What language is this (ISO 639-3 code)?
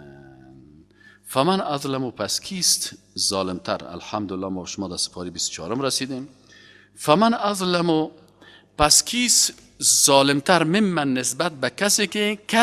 fas